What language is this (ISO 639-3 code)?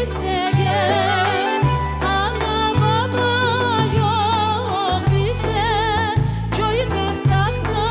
crh